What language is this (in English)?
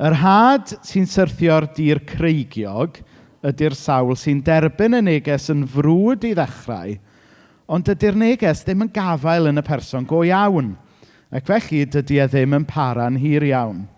Welsh